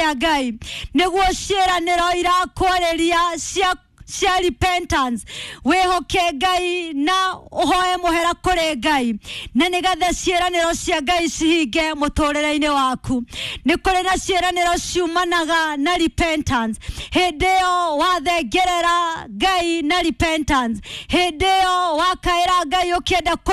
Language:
Kikuyu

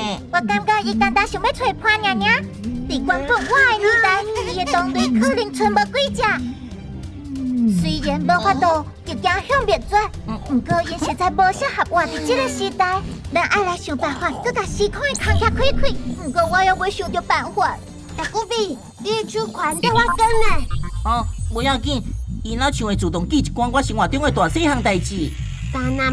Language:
Min Nan Chinese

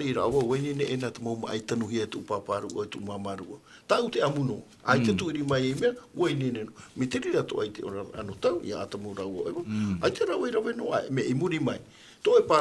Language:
Tahitian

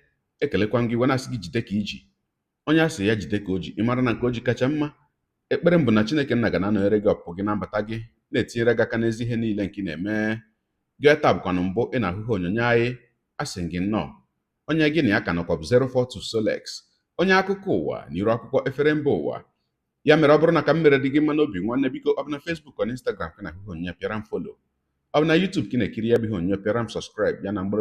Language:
Igbo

